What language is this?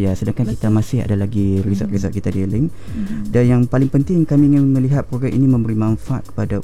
Malay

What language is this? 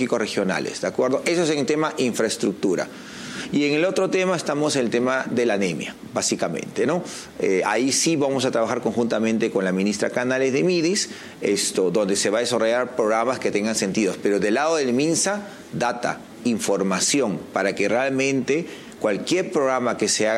Spanish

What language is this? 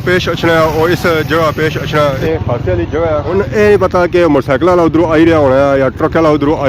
Pahari-Potwari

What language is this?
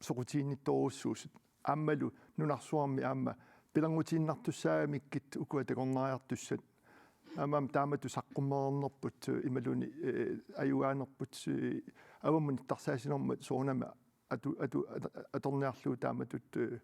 Kalaallisut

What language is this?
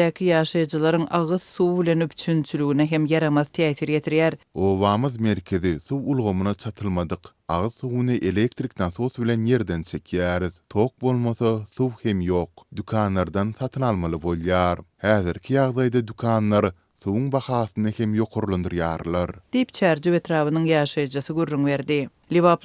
Turkmen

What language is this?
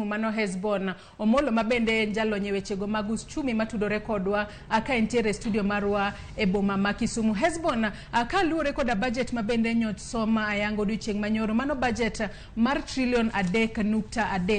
Luo (Kenya and Tanzania)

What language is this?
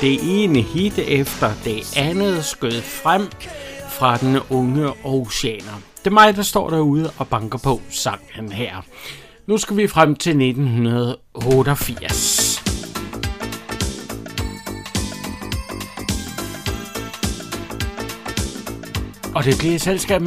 Danish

